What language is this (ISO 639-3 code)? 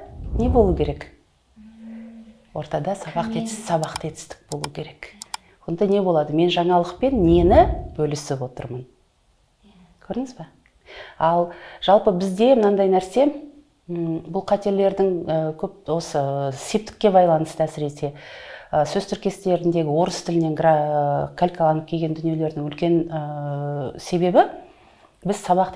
kaz